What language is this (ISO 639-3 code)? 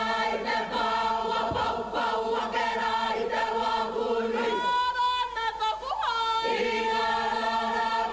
mri